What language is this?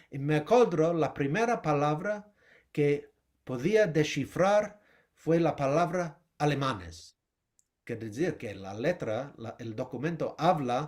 Ladino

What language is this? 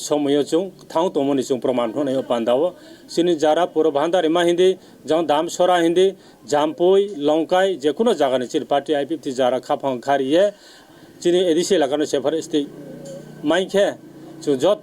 Riang (India)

